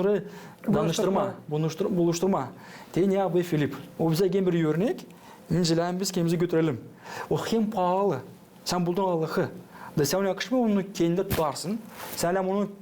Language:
Gagauz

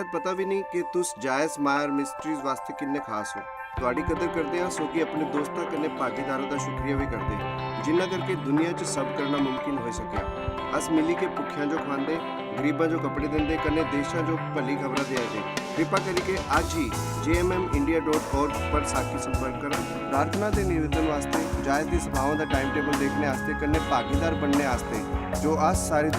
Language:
Dogri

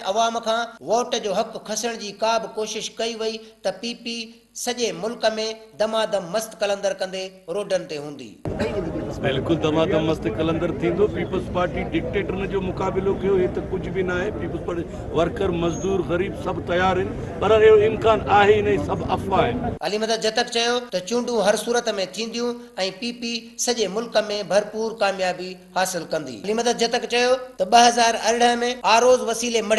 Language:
Sindhi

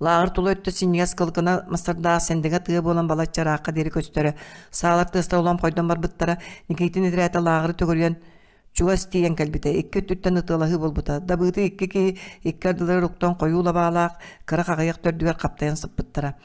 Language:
Yakut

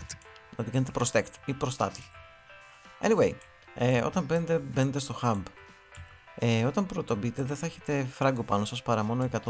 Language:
Greek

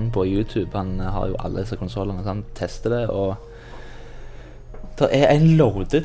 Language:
Norwegian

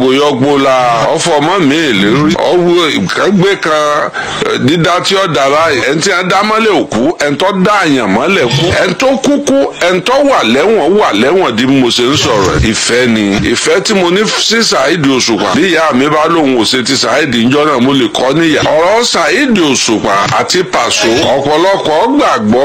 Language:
Yoruba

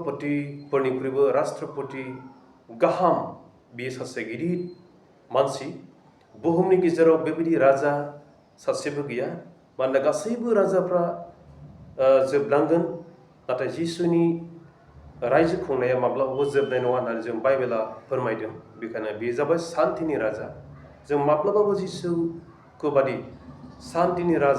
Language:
Bodo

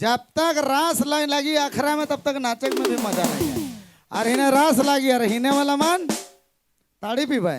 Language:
Sadri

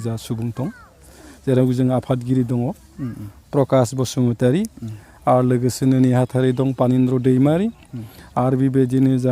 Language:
Bodo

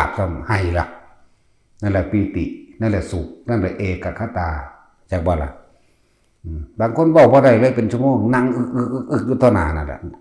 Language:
Northeastern Thai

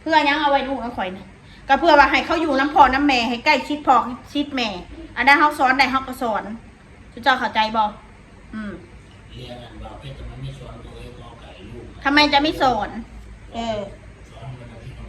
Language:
Northeastern Thai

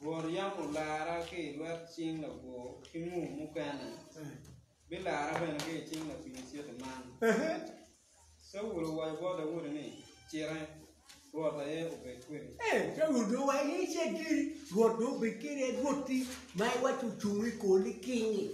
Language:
Acoli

